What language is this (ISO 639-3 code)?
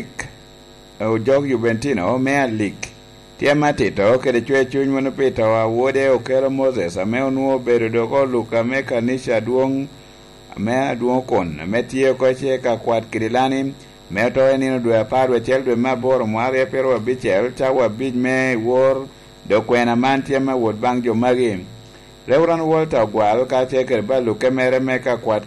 laj